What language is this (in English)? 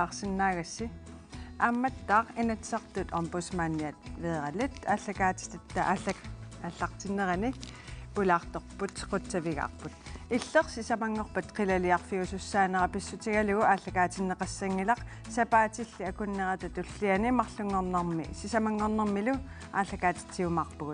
Kalaallisut